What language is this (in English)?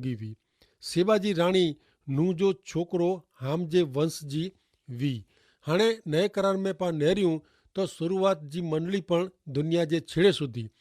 Kachhi